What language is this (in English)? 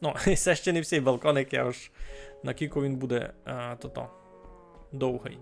Rusyn